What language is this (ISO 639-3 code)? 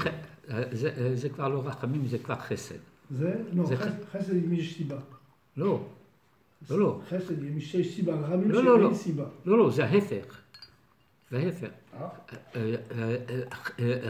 heb